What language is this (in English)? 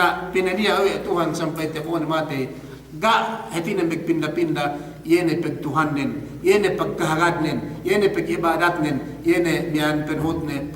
Yakan